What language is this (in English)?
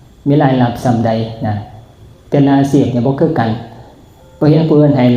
Northeastern Thai